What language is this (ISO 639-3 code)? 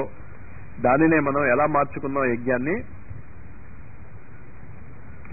tel